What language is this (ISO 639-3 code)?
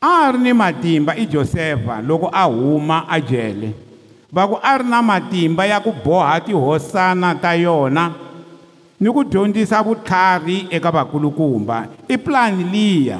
tso